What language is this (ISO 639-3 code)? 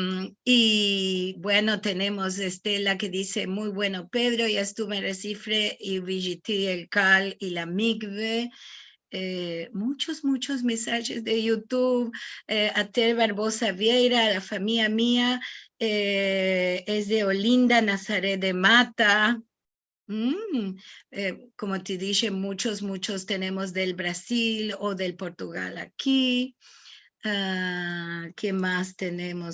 lad